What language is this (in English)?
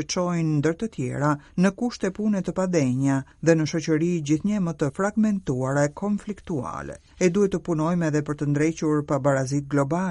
Albanian